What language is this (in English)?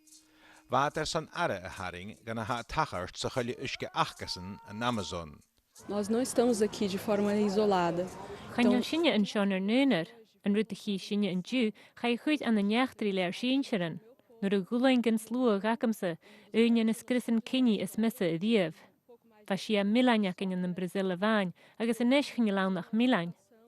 Scottish Gaelic